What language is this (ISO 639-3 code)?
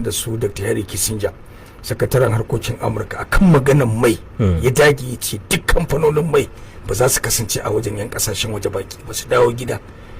hau